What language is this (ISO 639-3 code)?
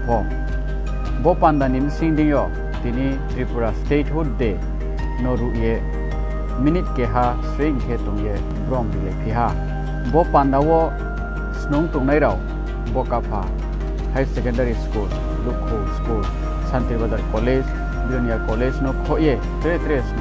ria